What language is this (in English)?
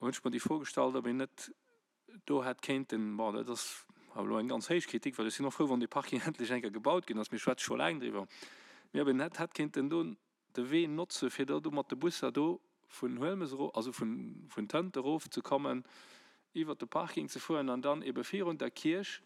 Luxembourgish